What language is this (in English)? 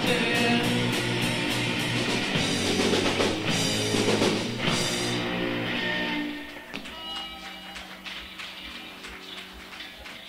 Swedish